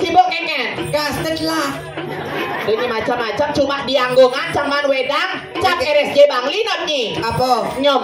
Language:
Balinese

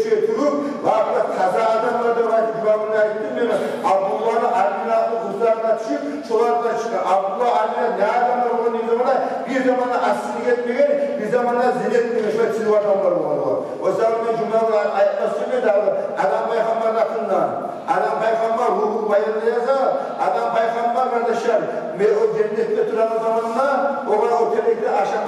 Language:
Kumyk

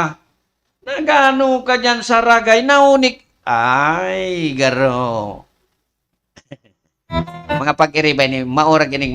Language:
Bikol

